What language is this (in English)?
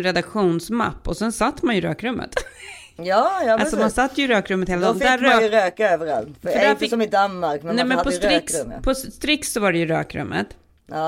Swedish